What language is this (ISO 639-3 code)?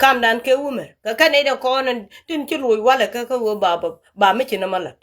nus